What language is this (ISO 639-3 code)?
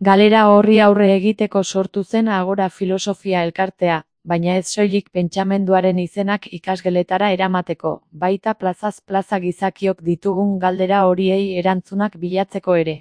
eus